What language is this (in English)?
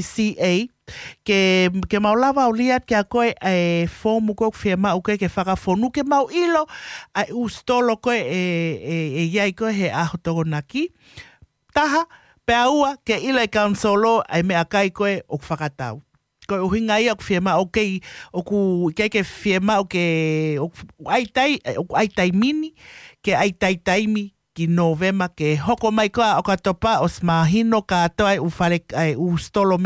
Tongan